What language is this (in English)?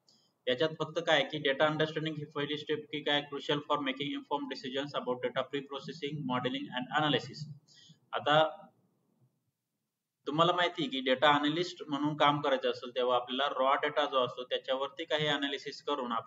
Marathi